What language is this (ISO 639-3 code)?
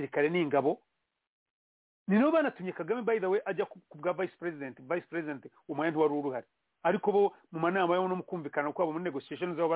kin